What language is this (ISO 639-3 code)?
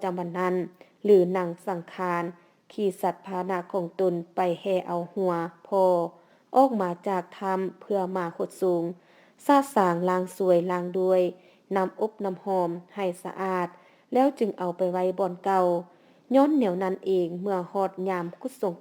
lao